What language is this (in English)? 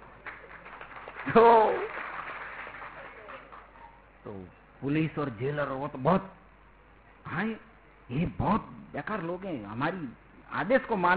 Hindi